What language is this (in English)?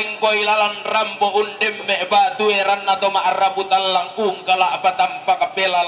Toraja-Sa'dan